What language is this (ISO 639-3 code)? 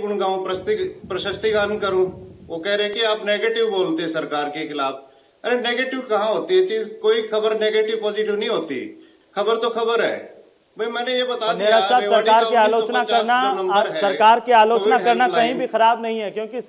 hin